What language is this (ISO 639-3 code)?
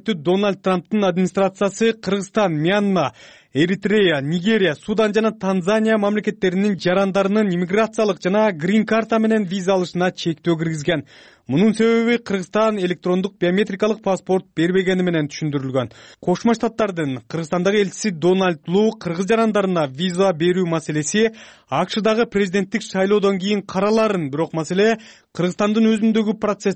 kir